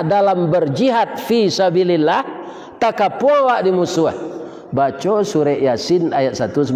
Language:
Minangkabau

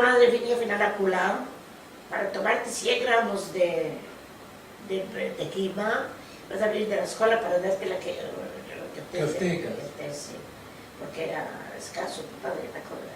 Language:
Ladino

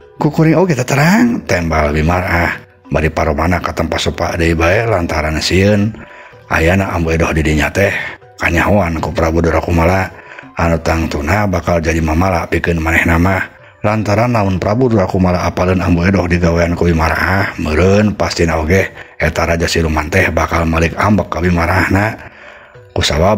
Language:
Sundanese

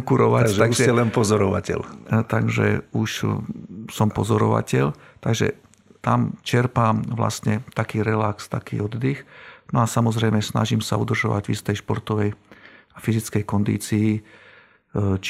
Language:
Slovak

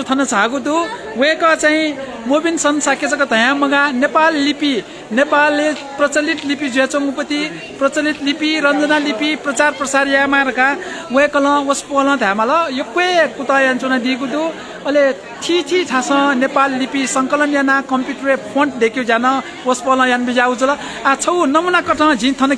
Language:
Newari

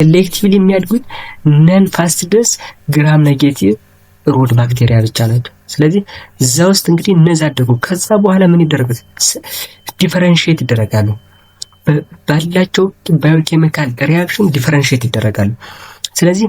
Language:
Amharic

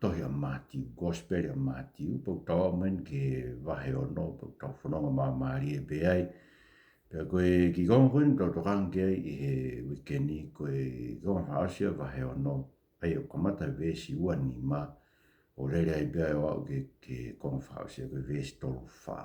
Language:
Tongan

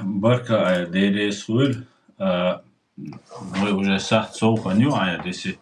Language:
Chechen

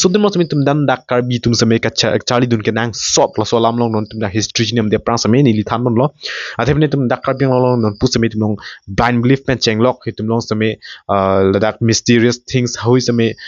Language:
Karbi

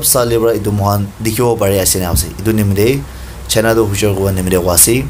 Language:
Naga Pidgin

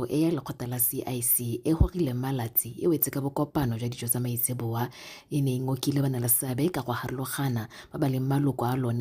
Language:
Tswana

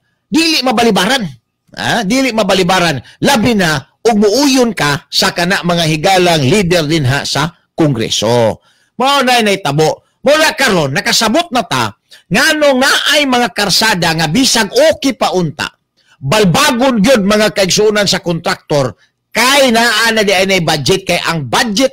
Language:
Cebuano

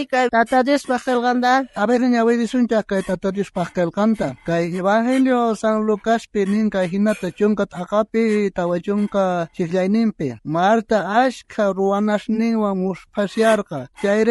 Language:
South Bolivian Quechua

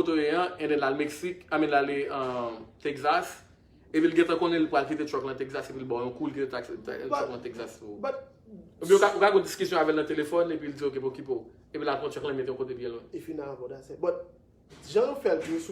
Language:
Haitian Creole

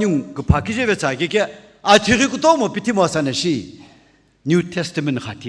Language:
Sumi Naga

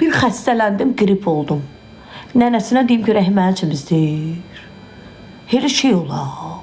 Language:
Azerbaijani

